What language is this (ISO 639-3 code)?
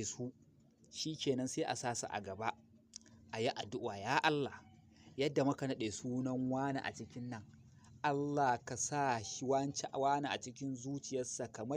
hau